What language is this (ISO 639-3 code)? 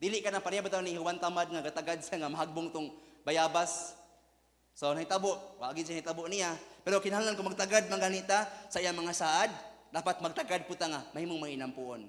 ceb